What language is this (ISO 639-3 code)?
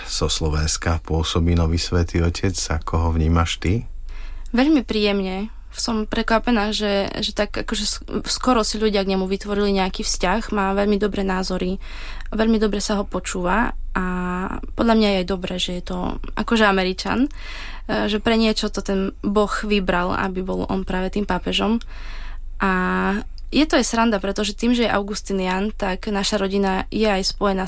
slk